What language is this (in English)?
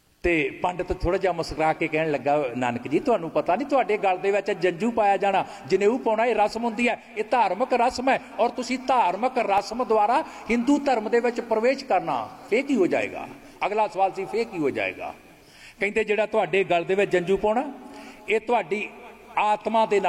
Punjabi